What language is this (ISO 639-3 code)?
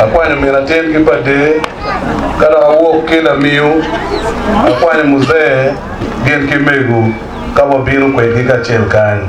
ach